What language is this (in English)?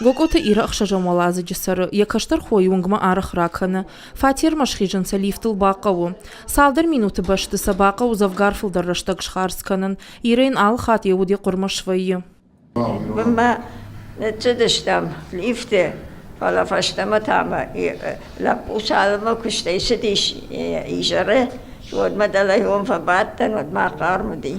Ossetic